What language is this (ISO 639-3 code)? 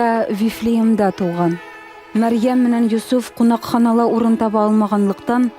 bak